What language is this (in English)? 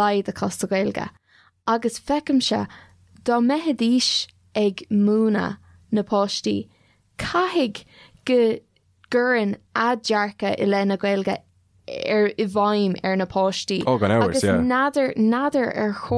Irish